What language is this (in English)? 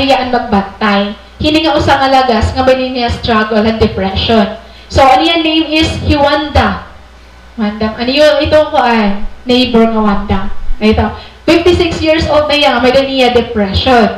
Waray